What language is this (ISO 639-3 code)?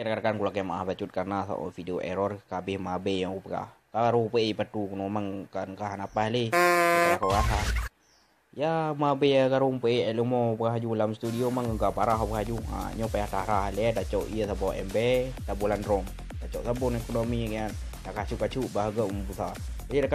ace